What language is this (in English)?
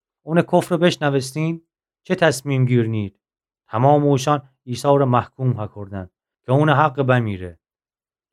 Gilaki